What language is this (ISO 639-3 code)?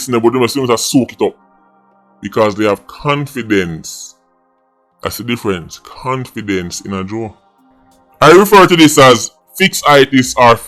jam